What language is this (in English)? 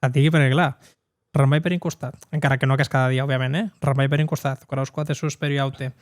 Occitan